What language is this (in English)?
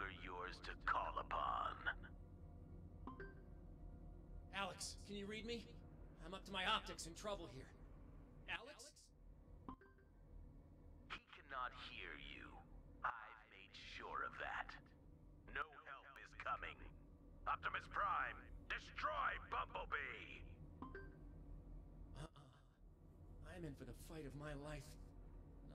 English